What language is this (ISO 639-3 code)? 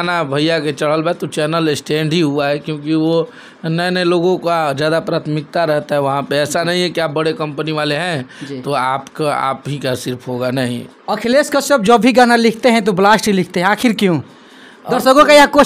bho